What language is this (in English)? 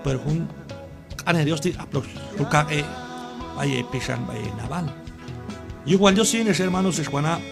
Q'anjob'al